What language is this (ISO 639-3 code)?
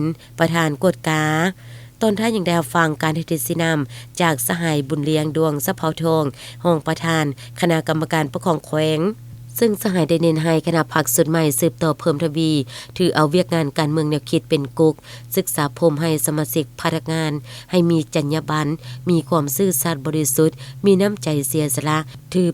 lao